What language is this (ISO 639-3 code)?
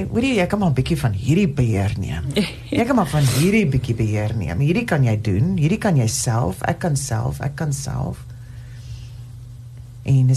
afr